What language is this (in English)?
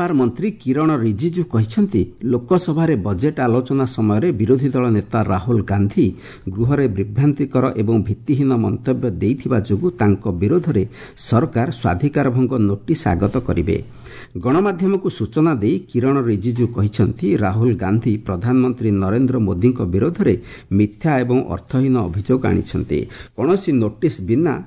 Odia